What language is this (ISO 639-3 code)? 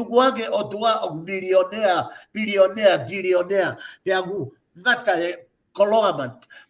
ton